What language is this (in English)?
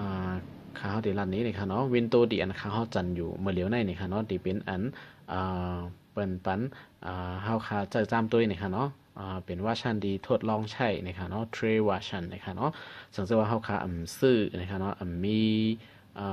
Shan